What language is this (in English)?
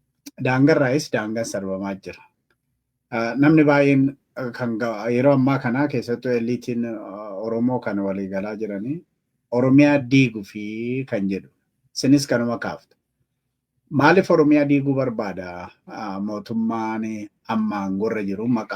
Oromo